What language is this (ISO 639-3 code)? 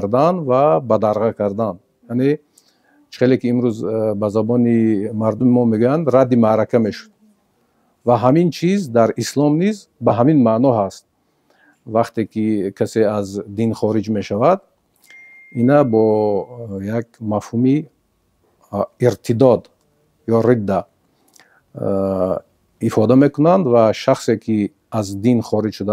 tgk